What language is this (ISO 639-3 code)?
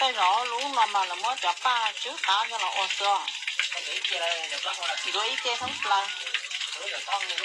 hmn